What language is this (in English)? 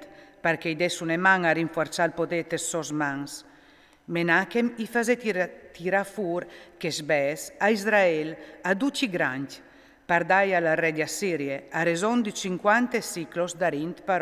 Friulian